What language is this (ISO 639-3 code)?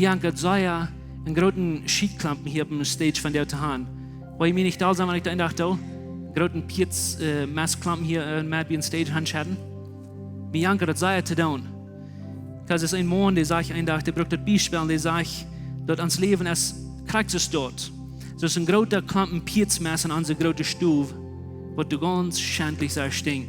pdt